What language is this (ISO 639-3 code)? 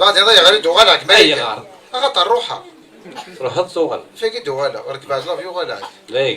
kab